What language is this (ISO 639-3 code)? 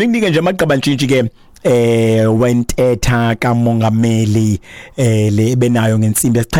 xho